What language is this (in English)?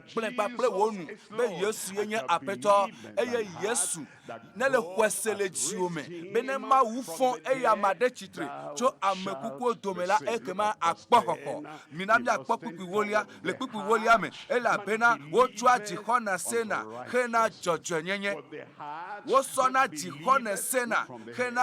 Ewe